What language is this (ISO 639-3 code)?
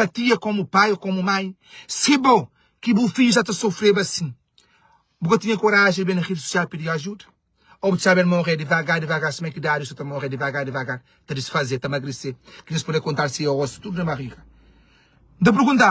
kea